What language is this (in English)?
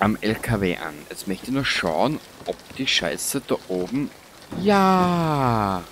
Bavarian